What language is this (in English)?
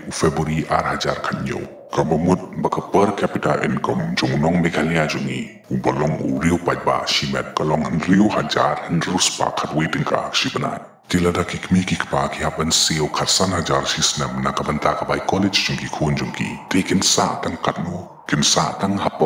Khasi